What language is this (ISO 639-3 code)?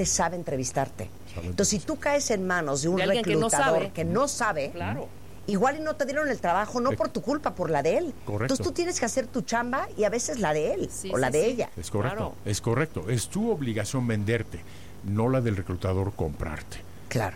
spa